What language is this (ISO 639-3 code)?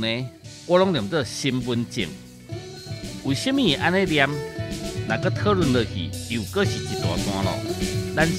nan